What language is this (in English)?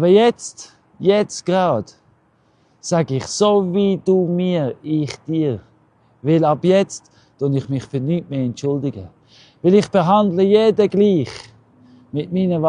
Swiss German